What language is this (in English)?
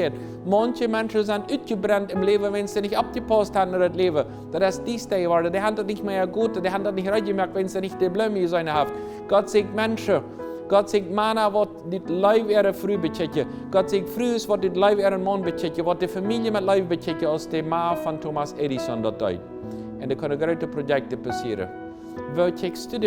Plautdietsch